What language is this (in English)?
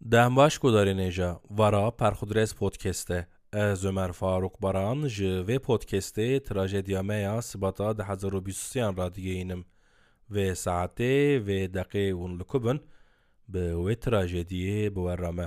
Kurdish